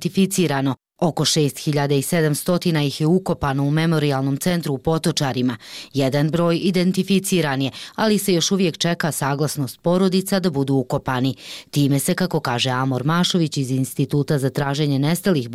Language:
Bosnian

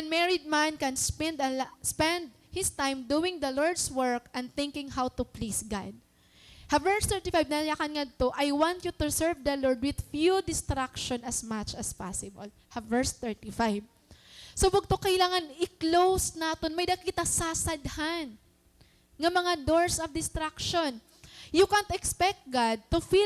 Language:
Waray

